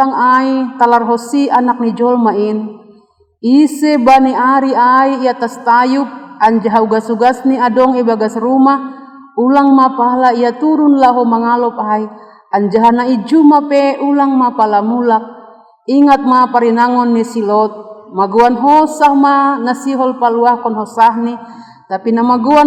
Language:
Batak Simalungun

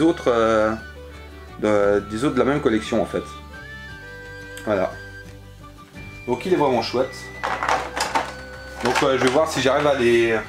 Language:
French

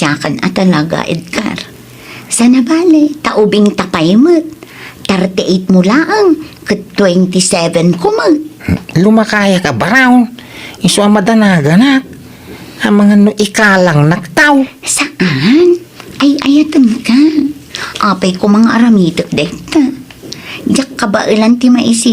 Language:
Iloko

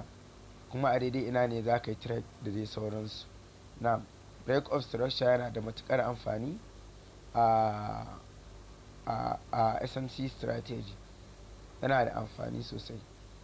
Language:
Hausa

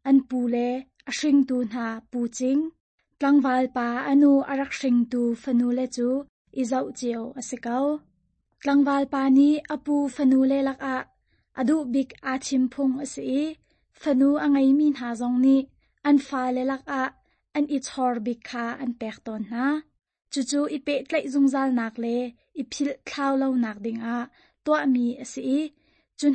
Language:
Hakha Chin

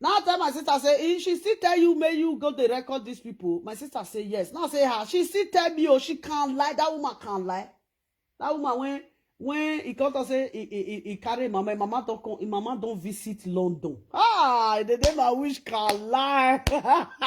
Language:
Nigerian Pidgin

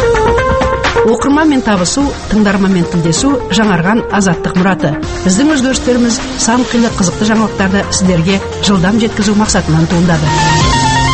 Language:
Kazakh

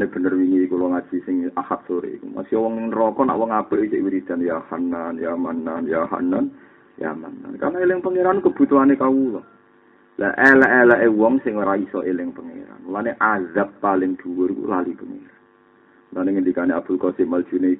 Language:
Javanese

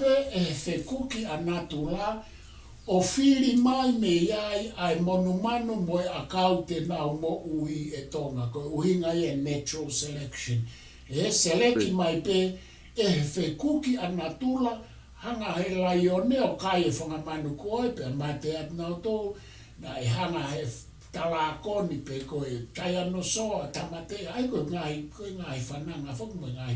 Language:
Tongan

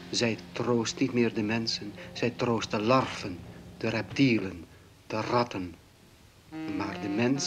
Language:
Dutch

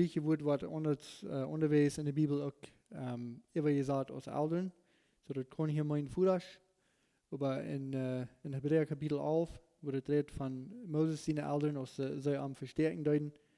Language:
Plautdietsch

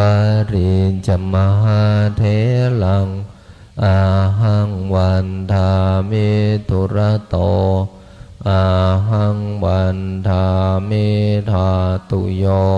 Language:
Pali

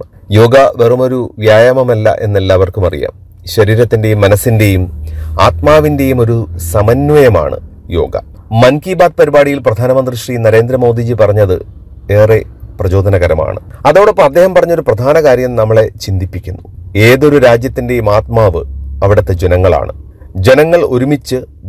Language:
Malayalam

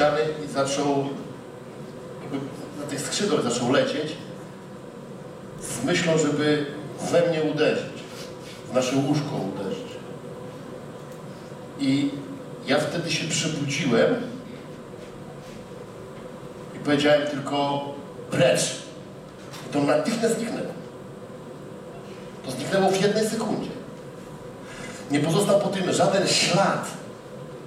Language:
Polish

